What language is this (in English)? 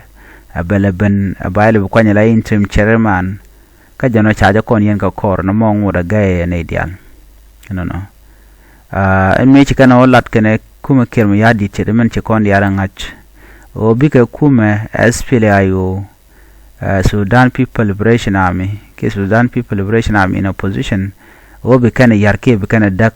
Nuer